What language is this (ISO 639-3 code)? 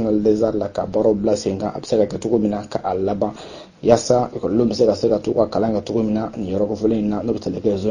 bam